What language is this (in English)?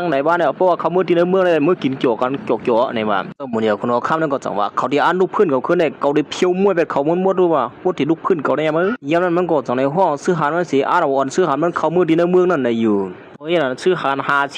Shan